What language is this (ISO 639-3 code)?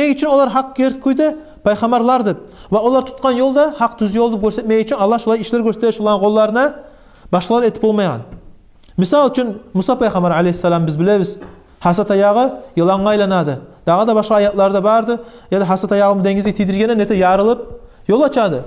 kum